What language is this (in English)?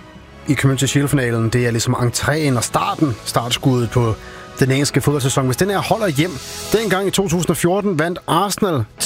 Danish